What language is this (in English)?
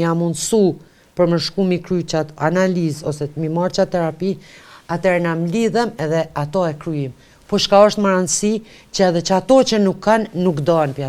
Albanian